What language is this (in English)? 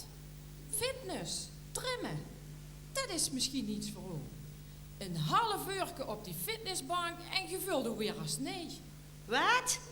Limburgish